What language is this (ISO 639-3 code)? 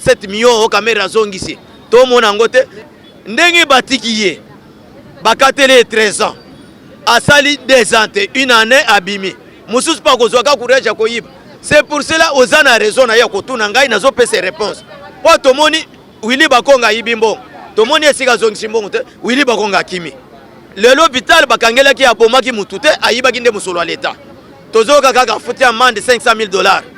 lin